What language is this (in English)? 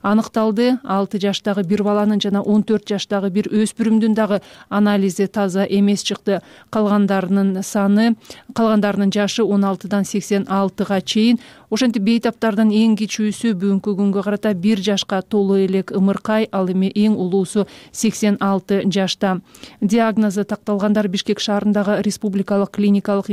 Kyrgyz